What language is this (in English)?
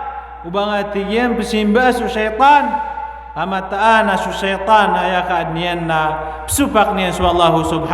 Maranao